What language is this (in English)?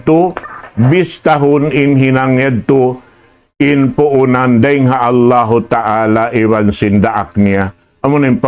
Tausug